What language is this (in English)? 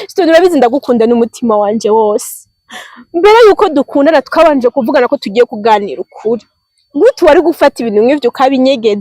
Rundi